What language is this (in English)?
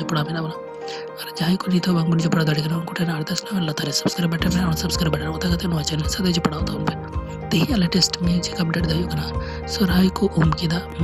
Santali